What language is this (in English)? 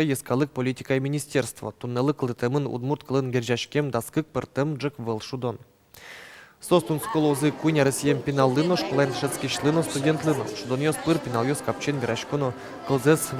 Udmurt